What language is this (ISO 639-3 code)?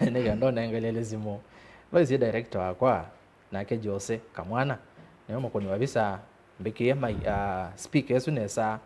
kam